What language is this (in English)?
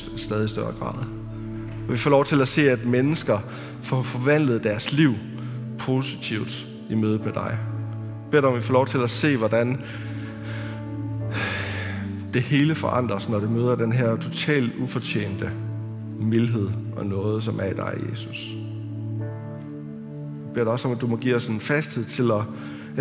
Danish